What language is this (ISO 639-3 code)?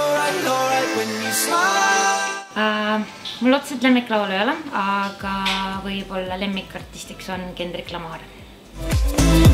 est